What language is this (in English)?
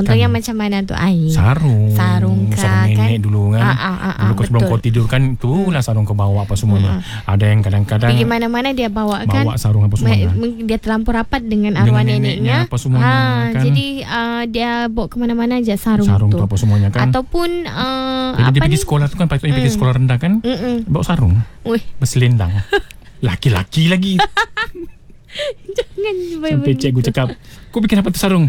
Malay